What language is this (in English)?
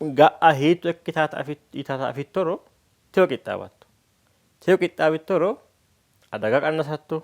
Sidamo